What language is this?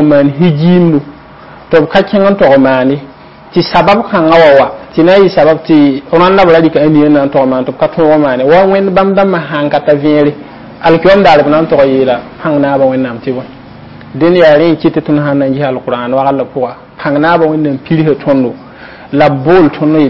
Mossi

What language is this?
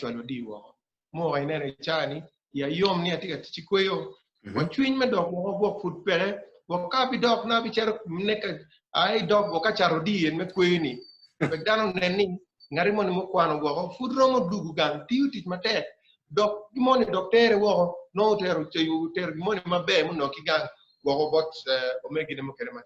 Acoli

